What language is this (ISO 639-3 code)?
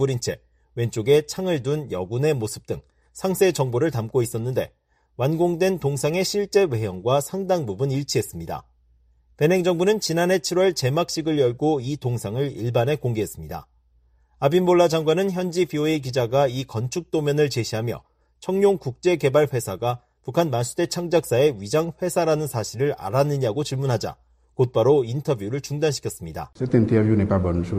kor